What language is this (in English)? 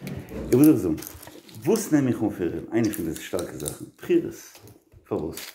Yiddish